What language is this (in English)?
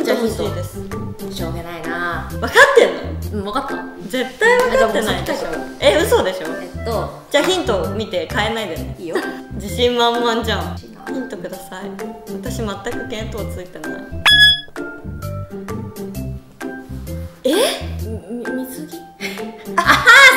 Japanese